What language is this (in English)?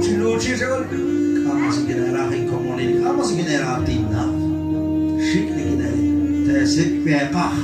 Kekchí